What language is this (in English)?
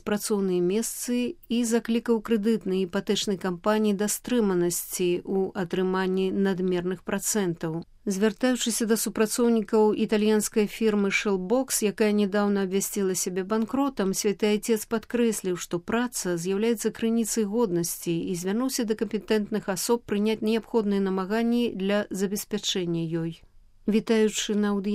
Belarusian